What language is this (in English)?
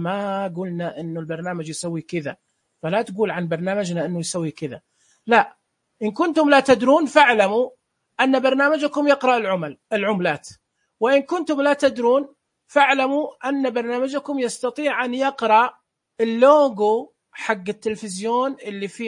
Najdi Arabic